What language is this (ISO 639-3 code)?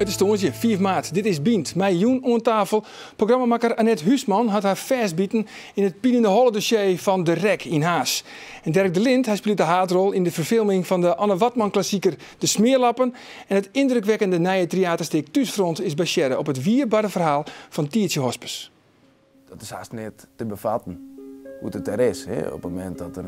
fry